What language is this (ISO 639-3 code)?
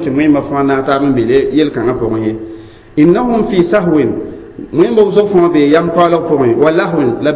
mos